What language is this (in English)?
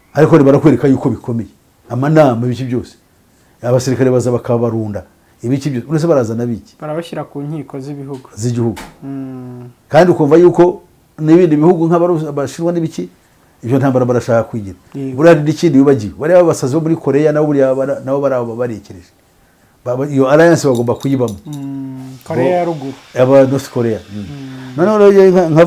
Kinyarwanda